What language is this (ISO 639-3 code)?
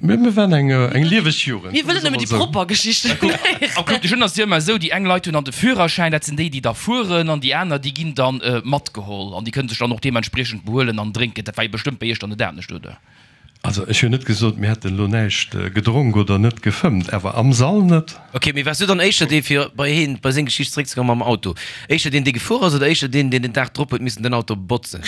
ltz